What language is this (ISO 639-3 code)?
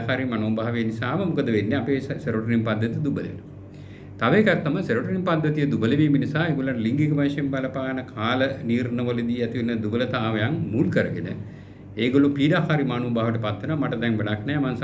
sin